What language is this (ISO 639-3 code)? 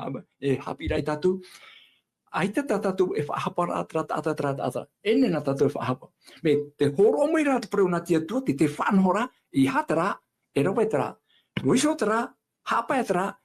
tah